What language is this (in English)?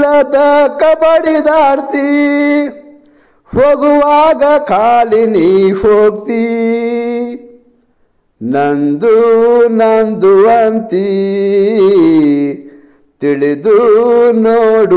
Kannada